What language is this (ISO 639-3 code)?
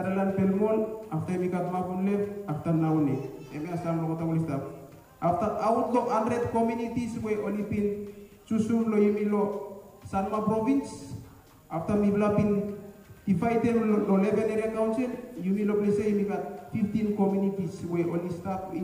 bis